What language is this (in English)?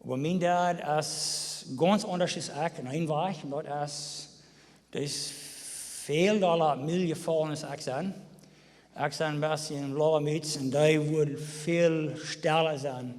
Plautdietsch